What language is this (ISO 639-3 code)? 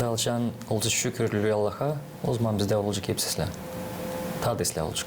gag